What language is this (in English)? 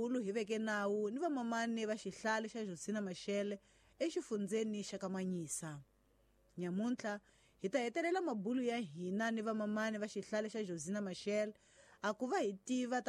Tsonga